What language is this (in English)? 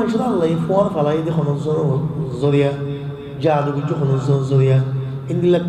Rohingya